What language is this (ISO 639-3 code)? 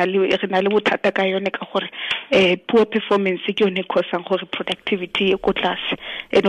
tsn